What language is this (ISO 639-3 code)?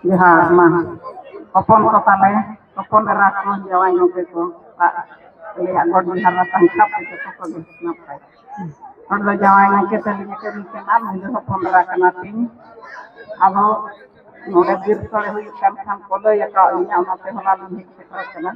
sat